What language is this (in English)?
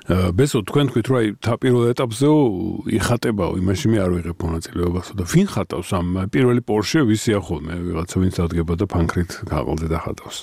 Georgian